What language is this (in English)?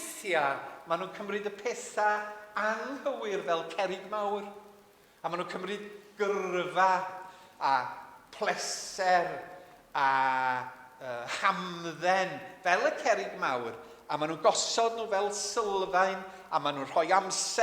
Welsh